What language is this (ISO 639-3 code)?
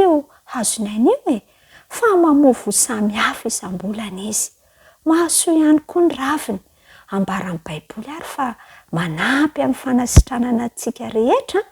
mlg